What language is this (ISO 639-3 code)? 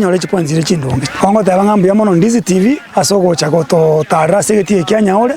guz